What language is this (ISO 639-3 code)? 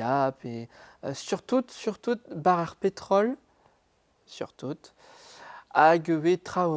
bre